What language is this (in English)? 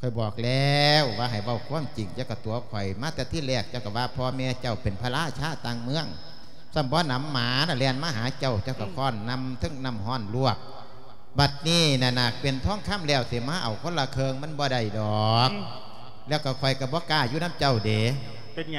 Lao